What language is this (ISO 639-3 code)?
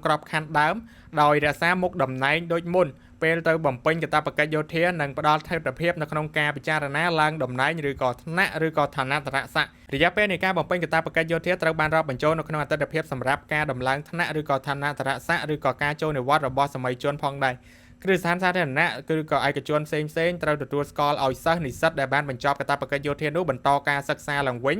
khm